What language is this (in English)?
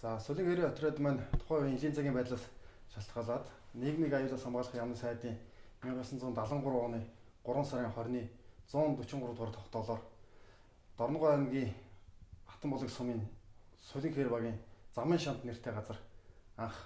Mongolian